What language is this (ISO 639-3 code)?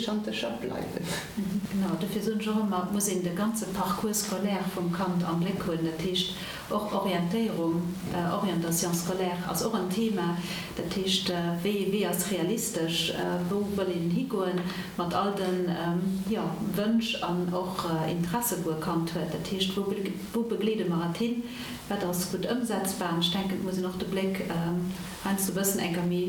ltz